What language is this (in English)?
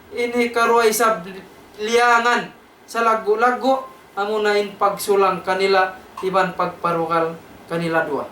Tausug